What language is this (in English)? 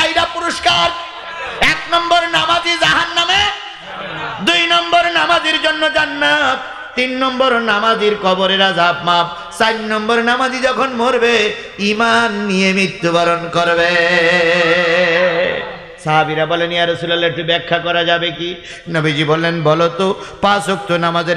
Bangla